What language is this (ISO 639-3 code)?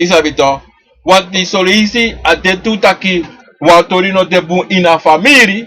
srn